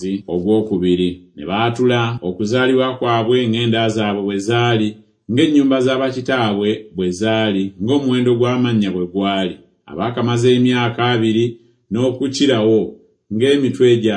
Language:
Ganda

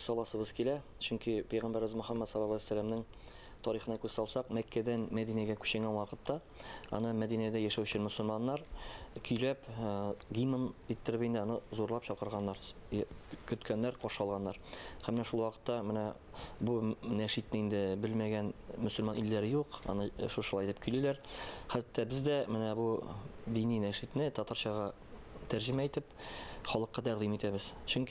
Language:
Tatar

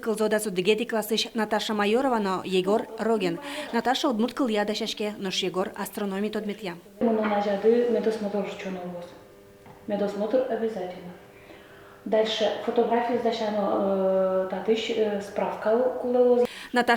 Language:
Udmurt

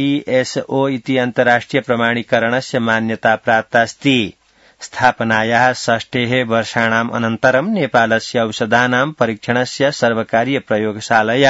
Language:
Sanskrit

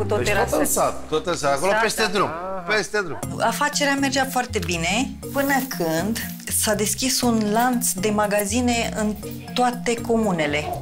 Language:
Romanian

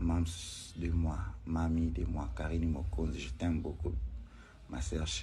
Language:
Lingala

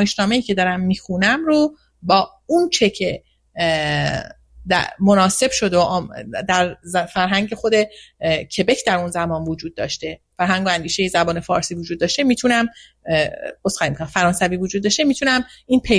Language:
Persian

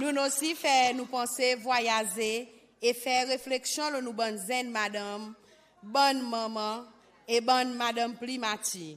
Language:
Seselwa Creole French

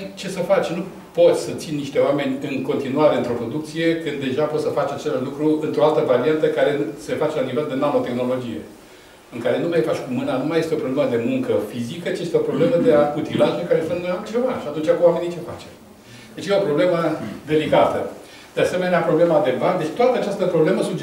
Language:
Romanian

